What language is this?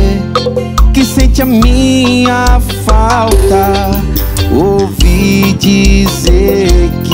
Portuguese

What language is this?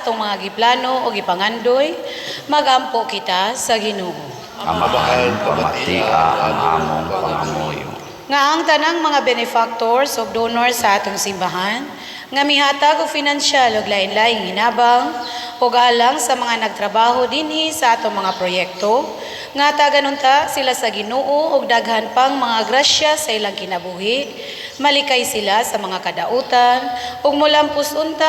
Cebuano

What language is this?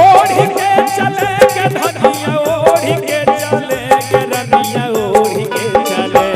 Magahi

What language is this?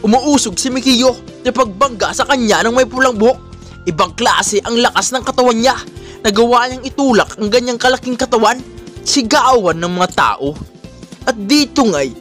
Filipino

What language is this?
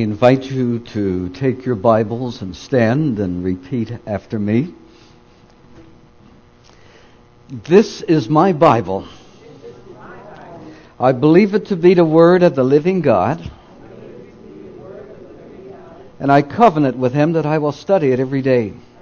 English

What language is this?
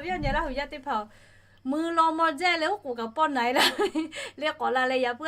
Lahu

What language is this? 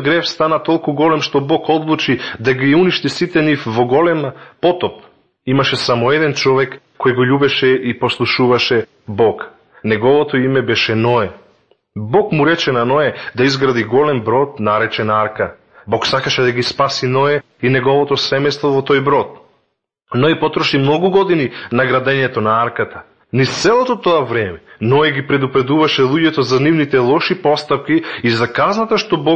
Macedonian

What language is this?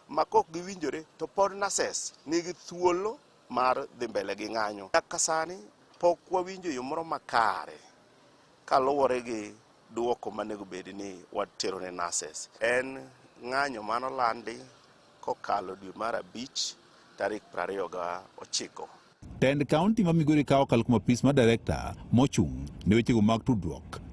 Luo (Kenya and Tanzania)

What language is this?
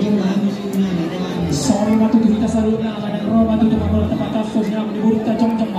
Batak Toba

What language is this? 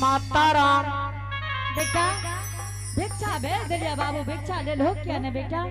Angika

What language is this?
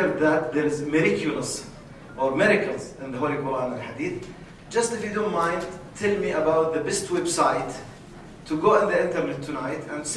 English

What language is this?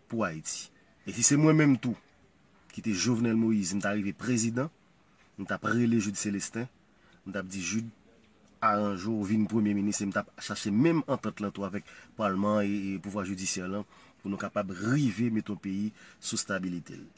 Haitian Creole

